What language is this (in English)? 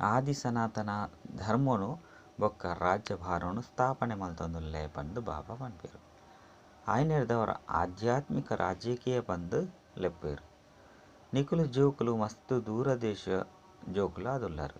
Tulu